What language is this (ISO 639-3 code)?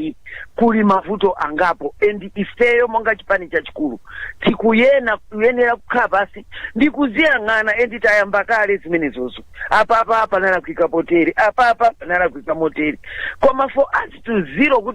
nya